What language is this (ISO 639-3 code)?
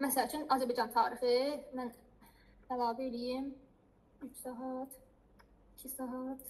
aze